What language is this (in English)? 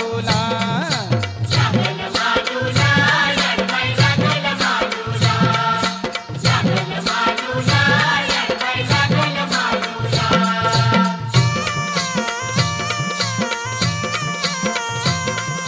Marathi